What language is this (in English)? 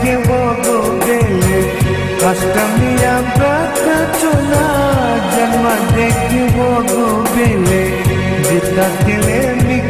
Newari